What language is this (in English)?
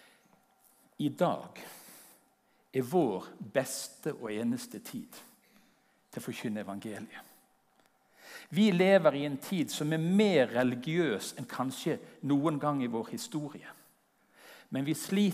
Norwegian